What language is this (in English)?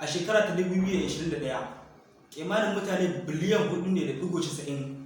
Hausa